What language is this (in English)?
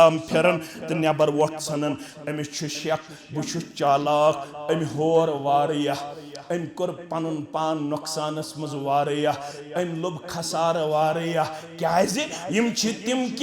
Kashmiri